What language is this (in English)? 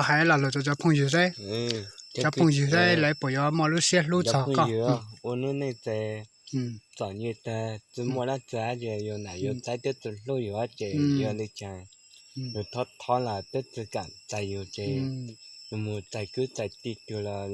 Hmong